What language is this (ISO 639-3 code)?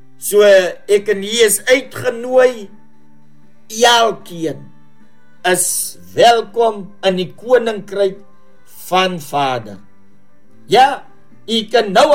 afr